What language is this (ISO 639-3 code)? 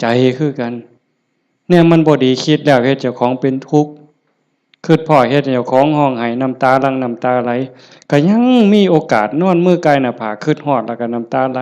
tts